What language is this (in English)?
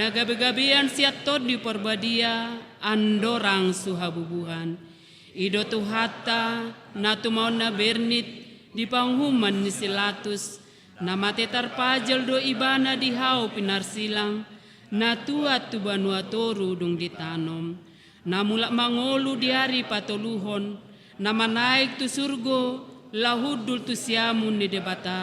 Batak Toba